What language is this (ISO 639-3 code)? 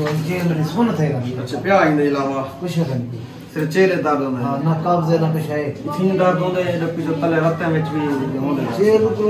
skr